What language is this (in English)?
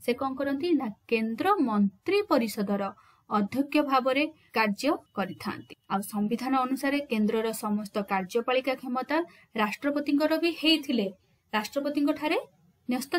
Odia